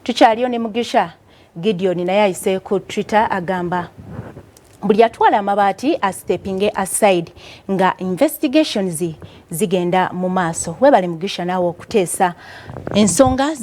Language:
Ganda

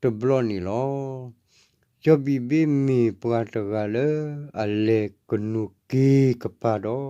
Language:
S'gaw Karen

